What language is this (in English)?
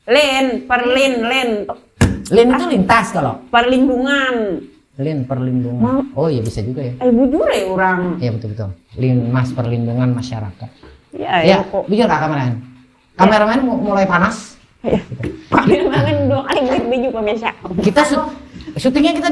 Banjar